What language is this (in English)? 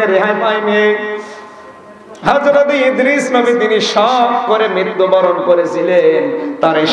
Bangla